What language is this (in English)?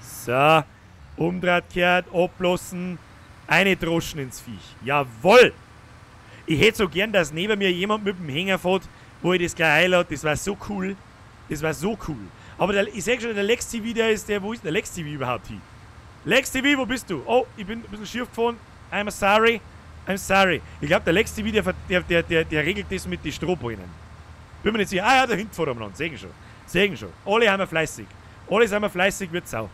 Bavarian